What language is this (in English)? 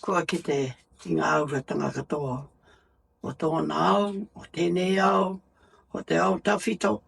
Māori